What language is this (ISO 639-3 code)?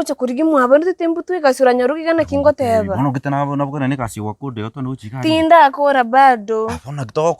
guz